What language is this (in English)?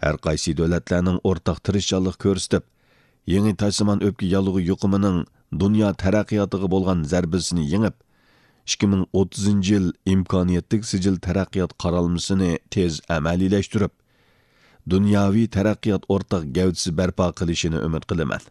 Uyghur